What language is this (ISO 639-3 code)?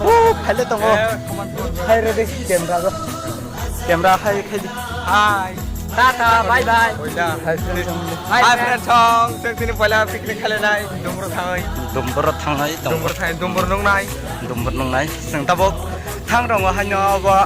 trp